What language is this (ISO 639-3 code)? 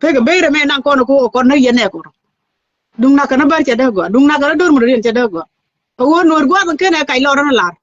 nus